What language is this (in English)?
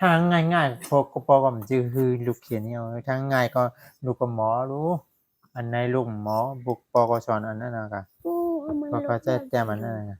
Shan